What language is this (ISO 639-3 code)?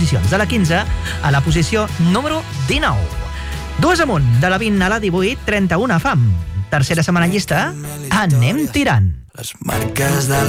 cat